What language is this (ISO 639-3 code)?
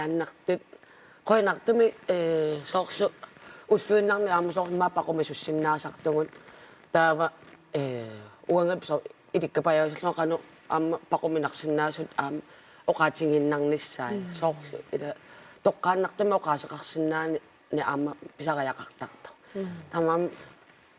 kal